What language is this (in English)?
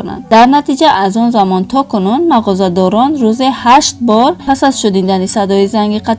Tajik